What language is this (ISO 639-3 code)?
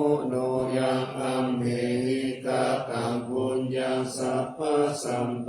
pli